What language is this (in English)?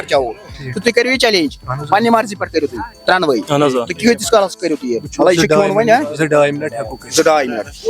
Kashmiri